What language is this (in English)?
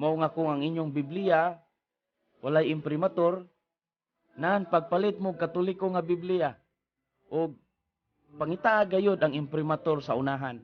Cebuano